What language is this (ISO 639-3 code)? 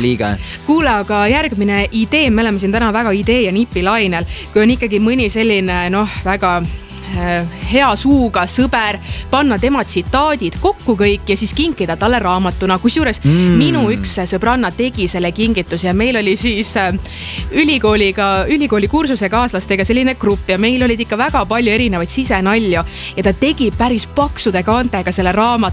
est